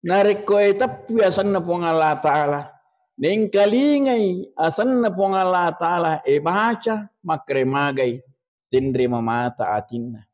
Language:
Buginese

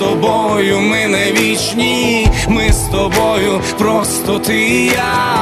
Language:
Ukrainian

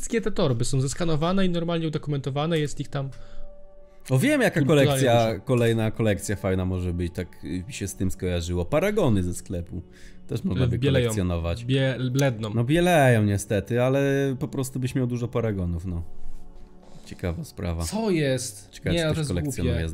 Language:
Polish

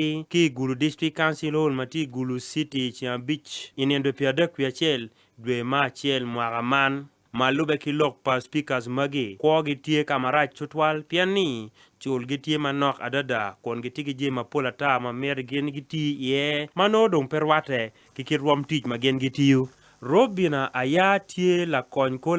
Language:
Acoli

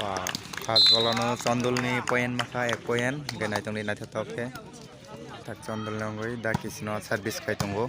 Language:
Kok Borok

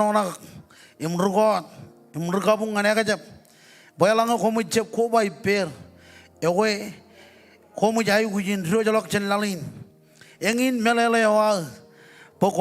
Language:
Marshallese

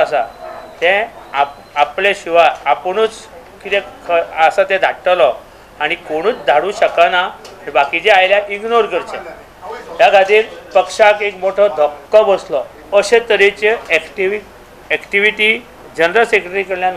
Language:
Konkani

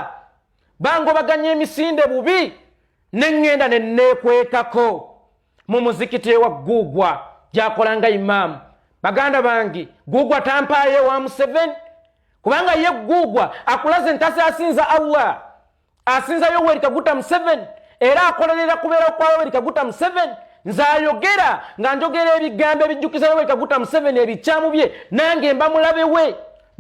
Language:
Ganda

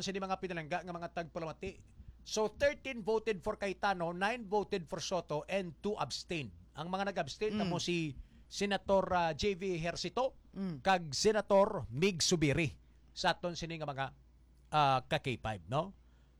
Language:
Hiligaynon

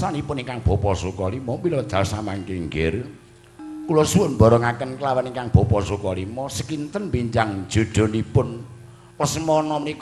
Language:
Javanese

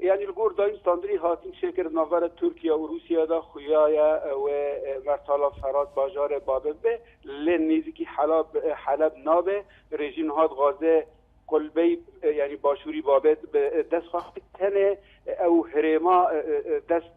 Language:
Kurdish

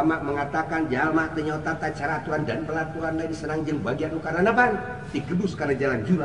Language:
Sundanese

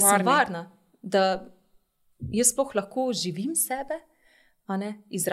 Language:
Slovenian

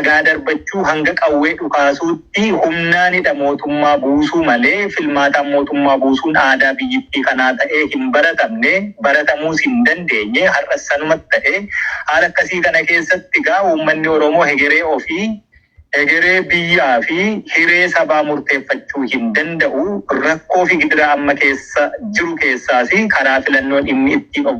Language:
Oromo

